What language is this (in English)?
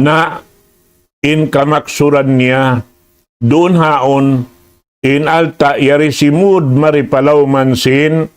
Tausug